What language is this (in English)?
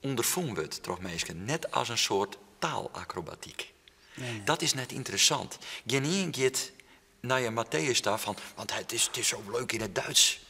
Western Frisian